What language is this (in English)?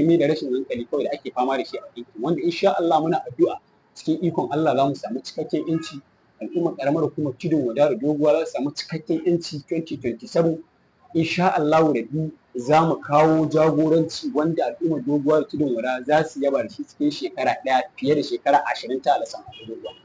Hausa